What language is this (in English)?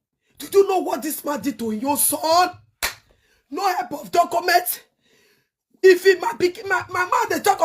Nigerian Pidgin